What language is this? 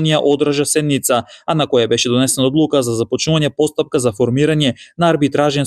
Macedonian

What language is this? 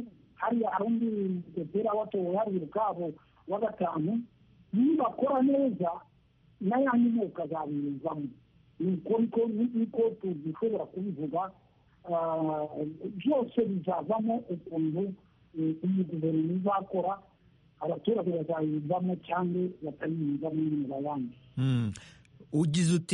Kinyarwanda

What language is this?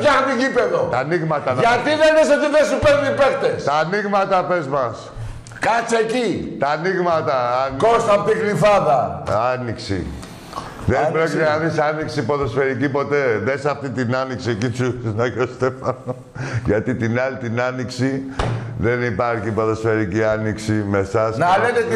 Greek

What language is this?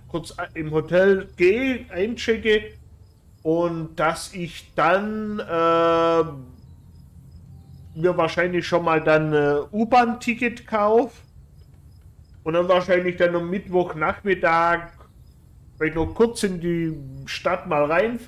German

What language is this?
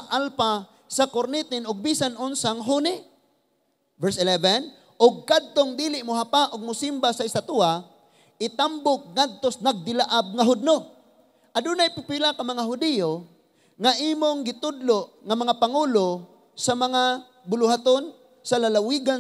Cebuano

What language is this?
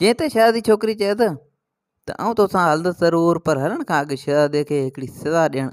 Sindhi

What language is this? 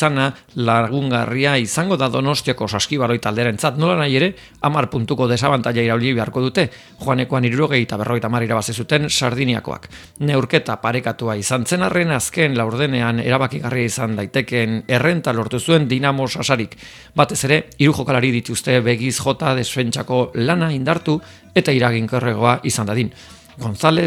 Basque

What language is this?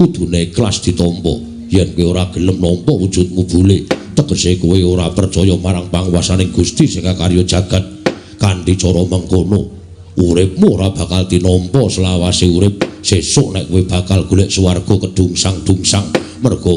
Javanese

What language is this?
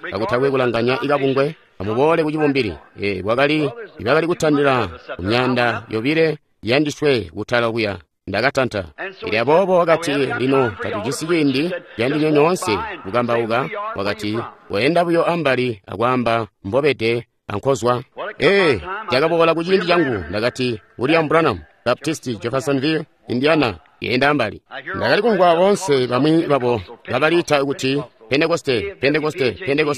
Tonga (Zambia)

